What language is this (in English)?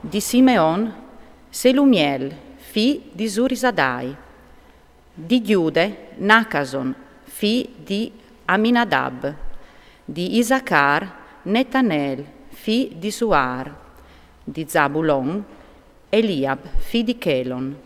Friulian